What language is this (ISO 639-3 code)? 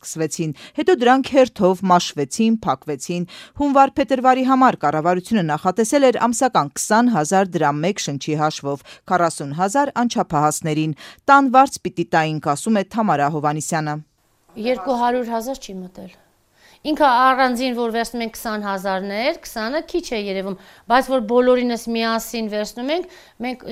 hye